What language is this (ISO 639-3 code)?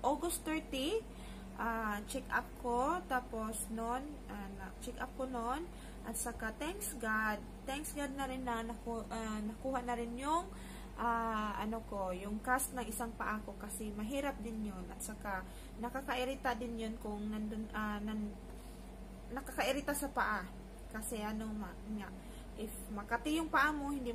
fil